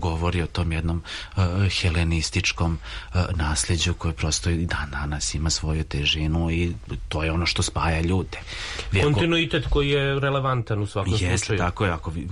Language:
Serbian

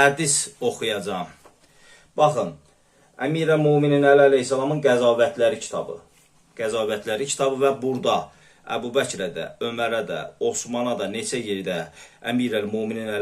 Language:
Azerbaijani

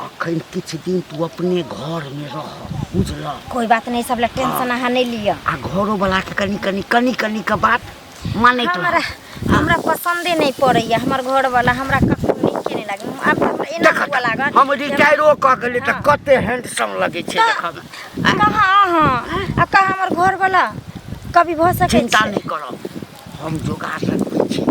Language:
Maithili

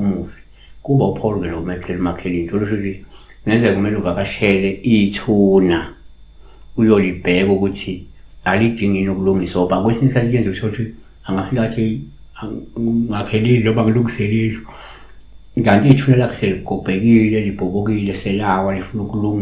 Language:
Zulu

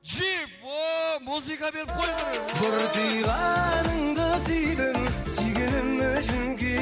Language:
Kara-Kalpak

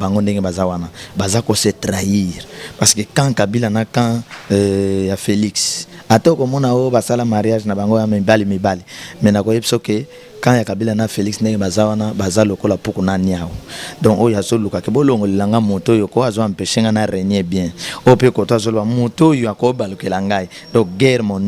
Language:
Lingala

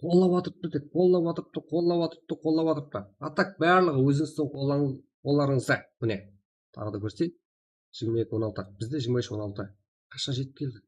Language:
Kara-Kalpak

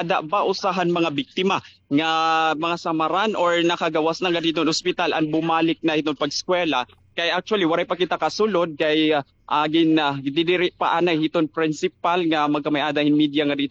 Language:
Waray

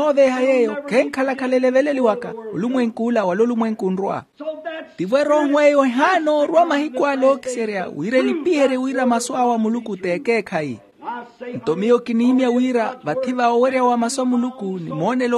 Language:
Makhuwa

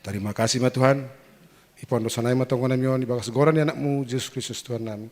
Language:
Batak Simalungun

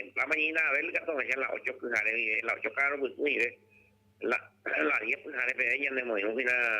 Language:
Guarani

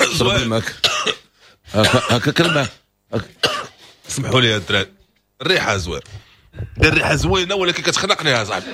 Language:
Moroccan Arabic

